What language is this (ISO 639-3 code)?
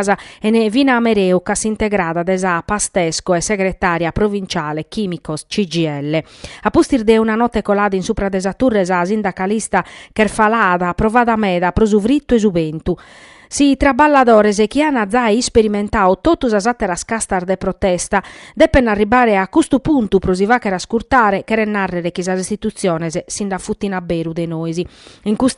srd